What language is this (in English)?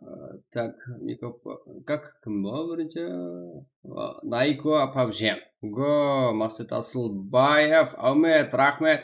Kara-Kalpak